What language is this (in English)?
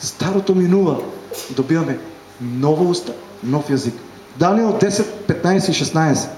Macedonian